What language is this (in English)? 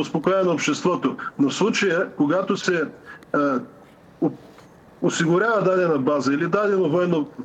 Bulgarian